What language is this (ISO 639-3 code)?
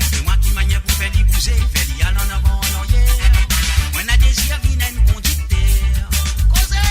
mfe